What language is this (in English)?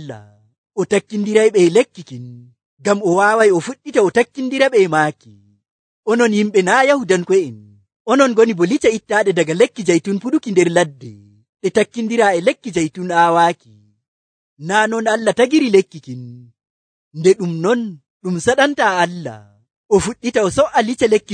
Nigerian Fulfulde